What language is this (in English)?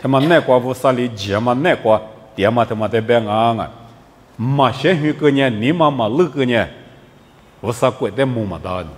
Lisu